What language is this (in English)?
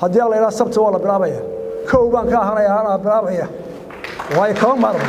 Somali